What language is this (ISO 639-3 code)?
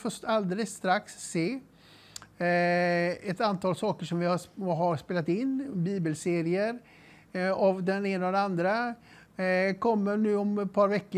swe